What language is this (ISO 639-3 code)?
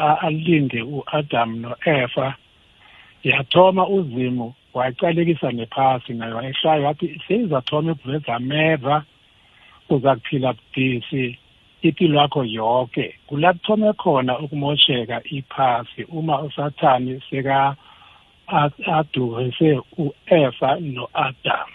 nbl